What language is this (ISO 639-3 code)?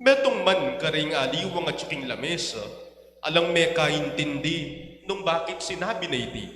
pam